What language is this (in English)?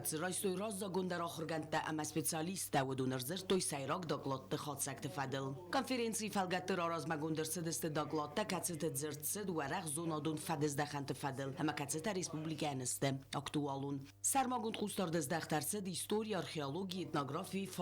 Ossetic